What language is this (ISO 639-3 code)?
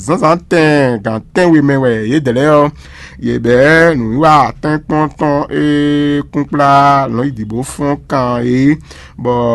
fon